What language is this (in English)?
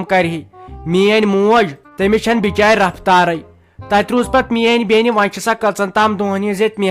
Kashmiri